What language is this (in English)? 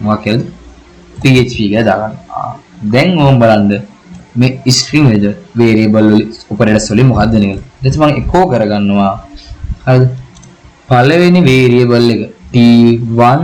Sinhala